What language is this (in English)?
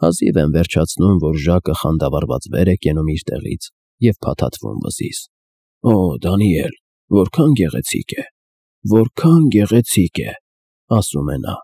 Armenian